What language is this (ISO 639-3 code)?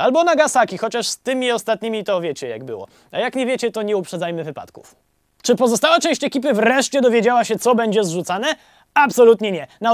pol